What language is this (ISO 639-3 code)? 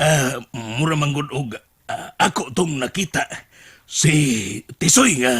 ceb